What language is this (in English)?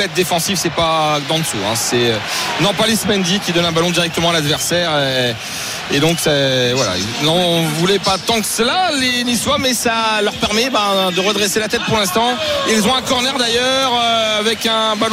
French